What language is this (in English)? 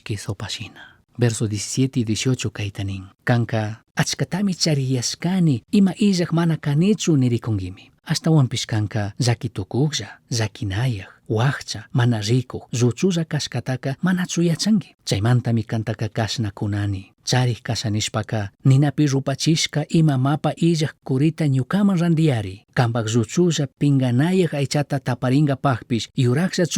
Chimborazo Highland Quichua